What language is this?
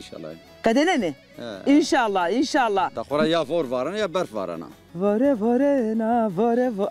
Zaza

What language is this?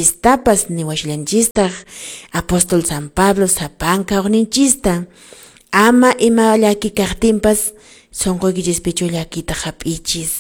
Quechua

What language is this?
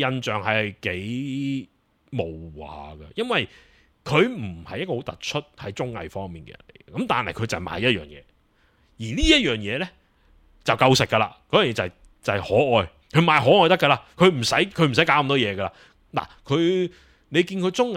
Cantonese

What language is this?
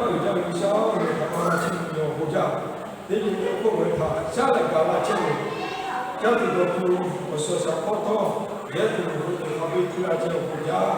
Lahu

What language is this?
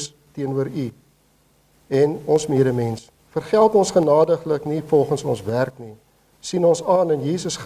Afrikaans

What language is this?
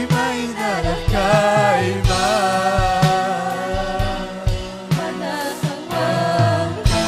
Ayacucho Quechua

